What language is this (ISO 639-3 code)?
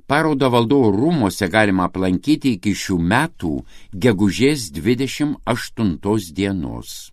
lit